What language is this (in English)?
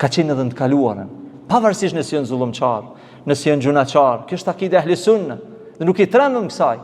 Albanian